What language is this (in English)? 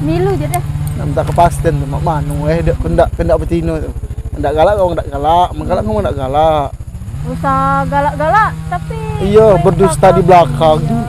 Musi